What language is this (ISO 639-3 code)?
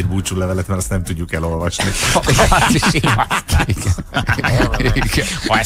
hun